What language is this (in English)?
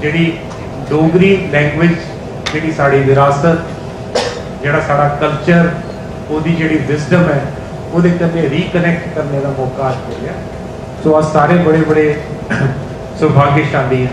Dogri